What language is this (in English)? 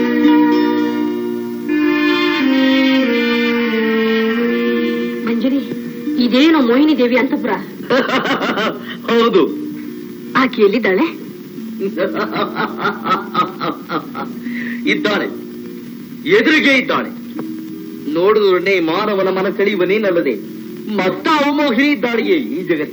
Kannada